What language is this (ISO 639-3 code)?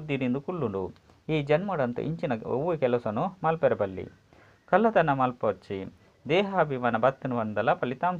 tcy